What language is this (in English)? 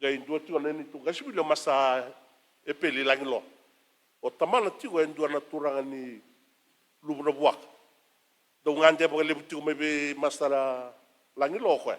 Fijian